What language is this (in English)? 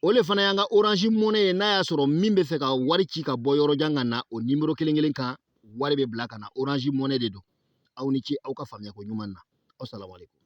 Bambara